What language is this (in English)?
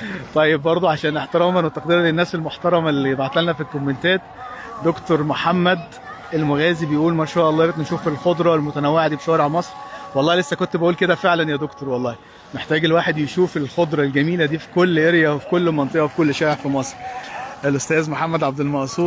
Egyptian Arabic